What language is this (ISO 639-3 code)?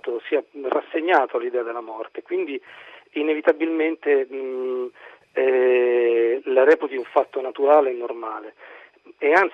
ita